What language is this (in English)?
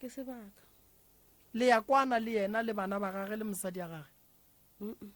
Northern Sotho